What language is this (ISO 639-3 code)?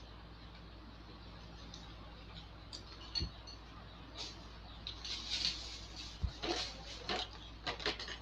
lao